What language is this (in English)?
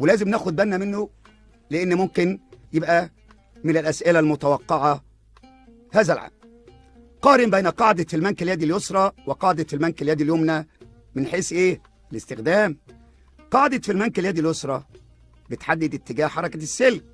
Egyptian Arabic